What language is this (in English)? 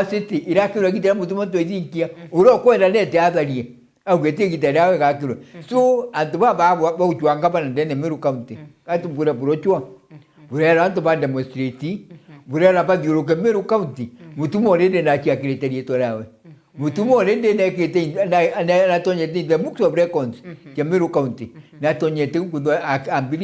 Meru